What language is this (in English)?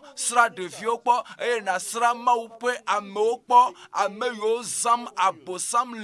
Ewe